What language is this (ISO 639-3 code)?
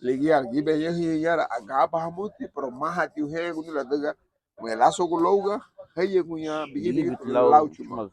cab